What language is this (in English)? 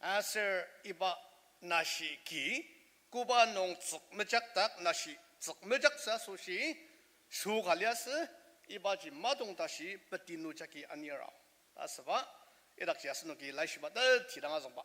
Ao Naga